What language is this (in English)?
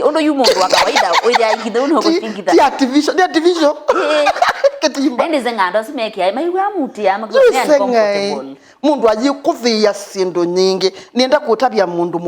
Kamba